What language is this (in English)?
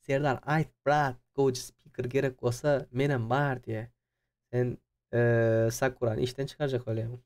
Turkmen